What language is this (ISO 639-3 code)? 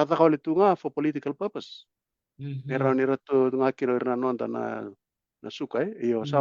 fij